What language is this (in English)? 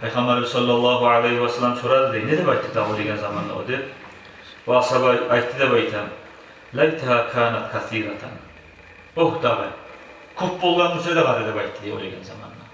Kumyk